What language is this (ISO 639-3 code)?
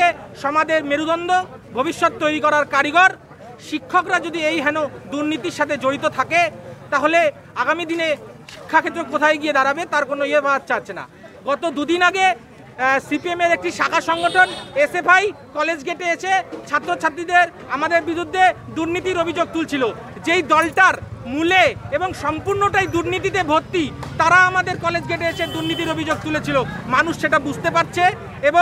ben